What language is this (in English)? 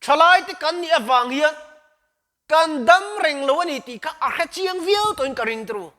Mizo